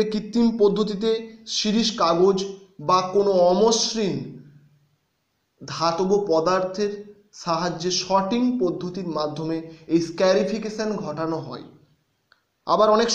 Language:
Bangla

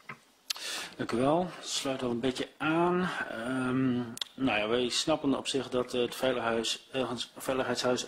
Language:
Dutch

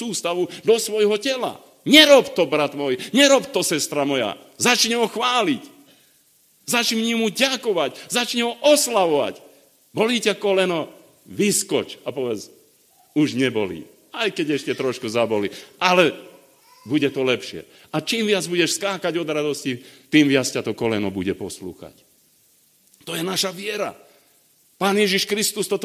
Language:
Slovak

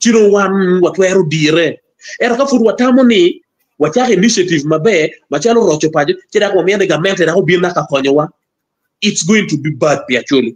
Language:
Acoli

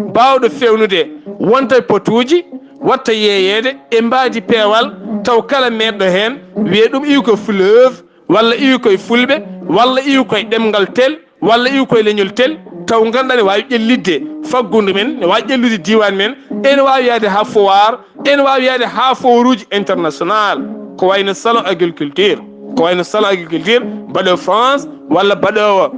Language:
Fula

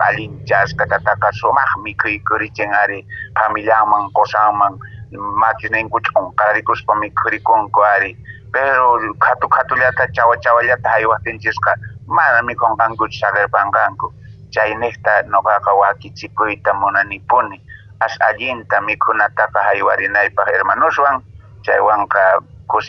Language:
Quechua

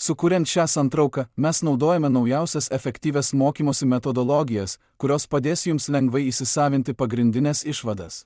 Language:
Lithuanian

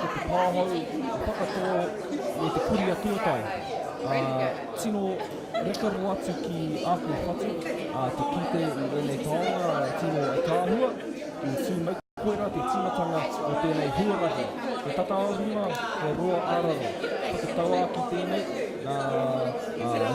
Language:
Māori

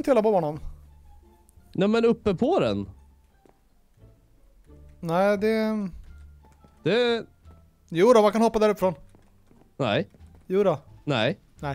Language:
Swedish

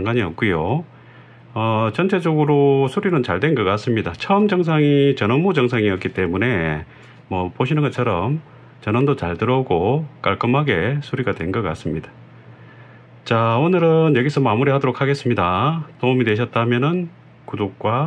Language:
Korean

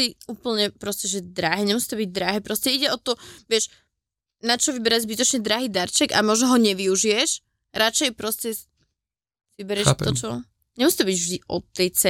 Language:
Slovak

